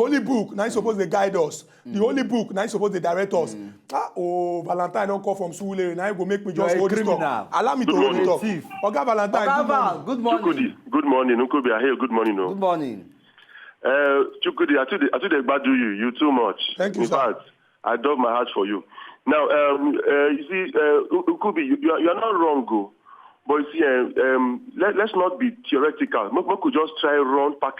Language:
Nigerian Pidgin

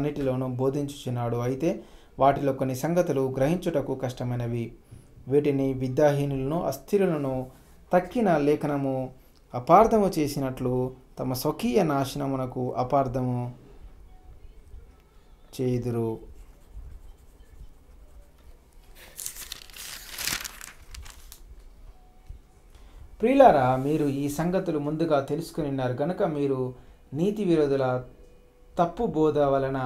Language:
Telugu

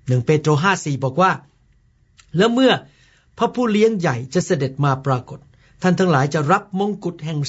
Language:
Thai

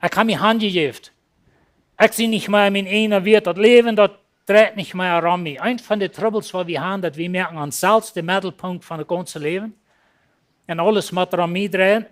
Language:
Plautdietsch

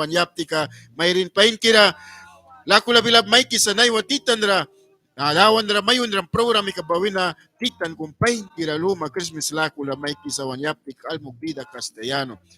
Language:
Mískito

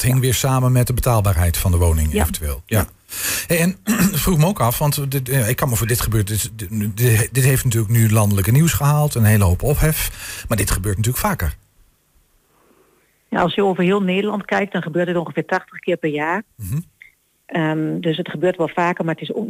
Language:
Dutch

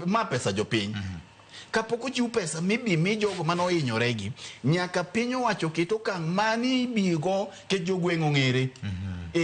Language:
Luo (Kenya and Tanzania)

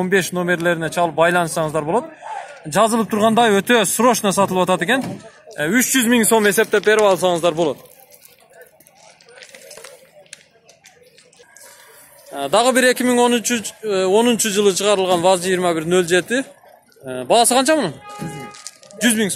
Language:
Kyrgyz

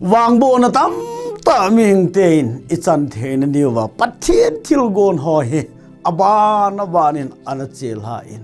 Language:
Thado Chin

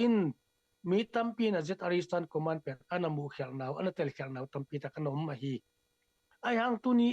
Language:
Tedim Chin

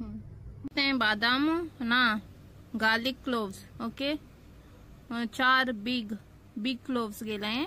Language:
Konkani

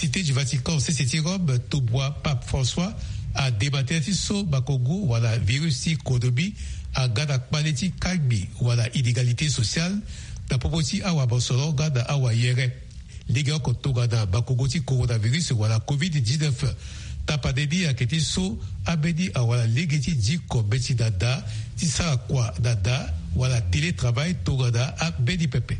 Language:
Sango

